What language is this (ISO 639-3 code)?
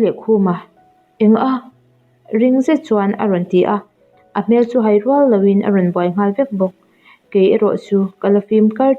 lus